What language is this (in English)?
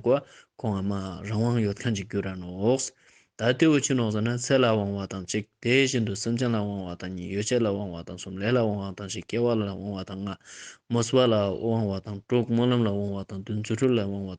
Ladakhi